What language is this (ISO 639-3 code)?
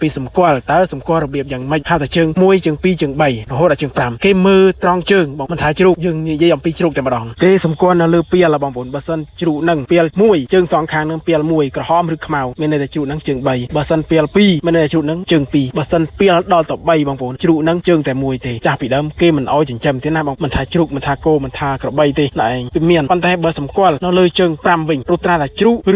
khm